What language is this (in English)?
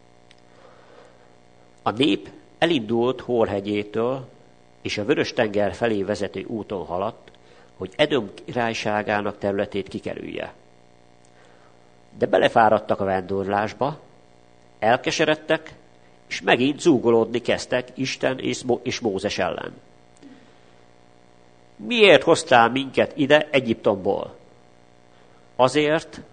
Hungarian